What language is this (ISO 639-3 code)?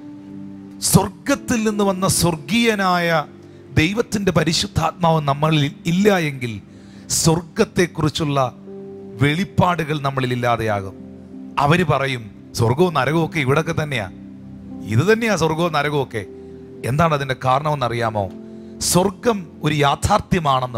mal